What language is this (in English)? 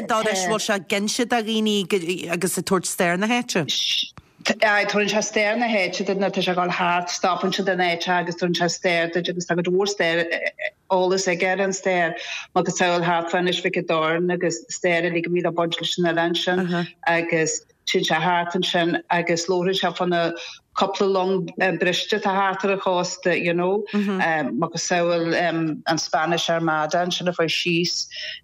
Irish